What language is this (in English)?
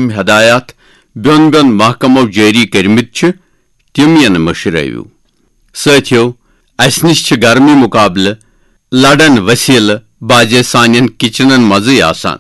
Kashmiri